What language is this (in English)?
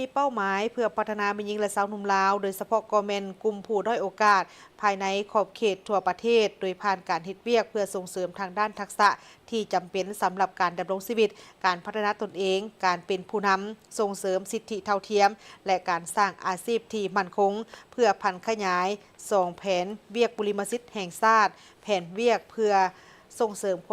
Lao